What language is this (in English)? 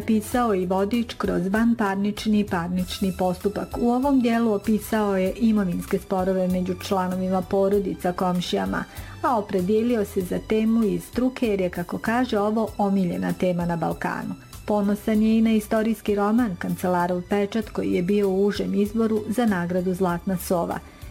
Bosnian